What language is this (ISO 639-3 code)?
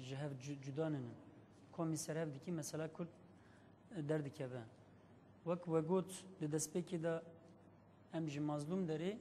kur